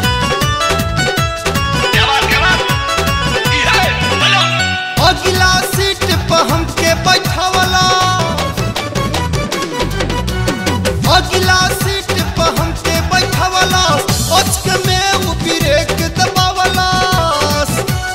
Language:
Bhojpuri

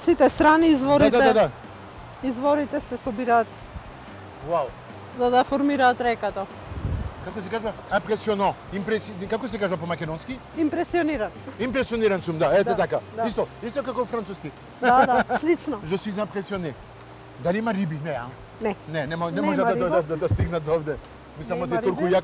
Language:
Macedonian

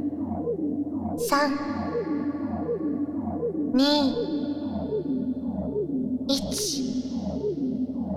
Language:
Japanese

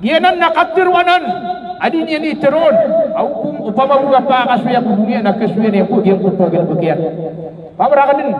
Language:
Maranao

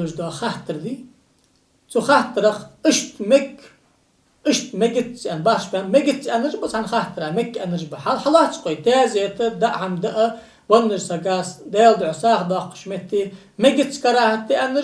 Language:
Ingush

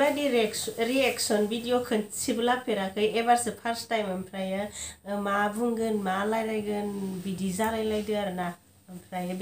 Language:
Bodo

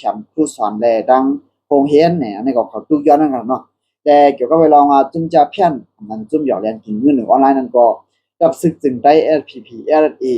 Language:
Shan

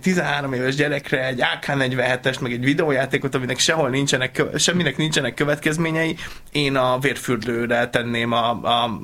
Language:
Hungarian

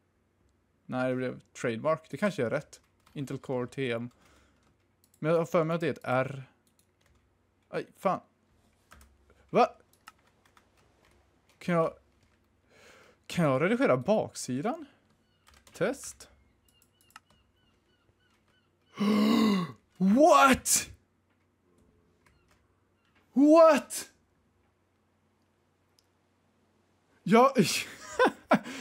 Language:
Swedish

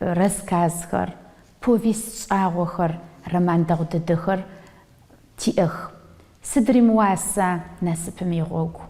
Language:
Adyghe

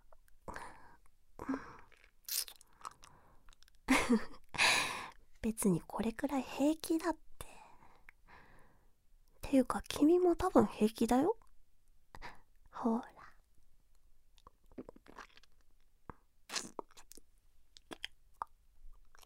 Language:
Japanese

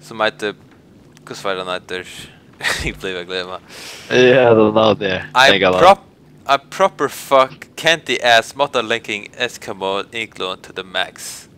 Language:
Faroese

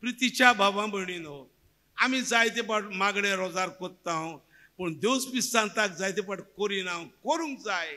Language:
Konkani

